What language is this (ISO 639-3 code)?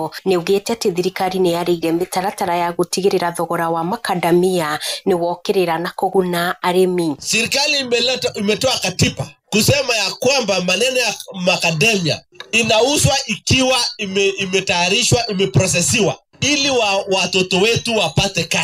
kik